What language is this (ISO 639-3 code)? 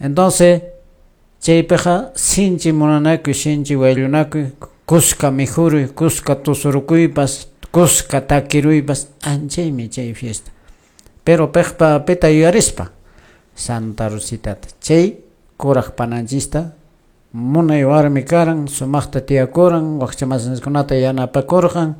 que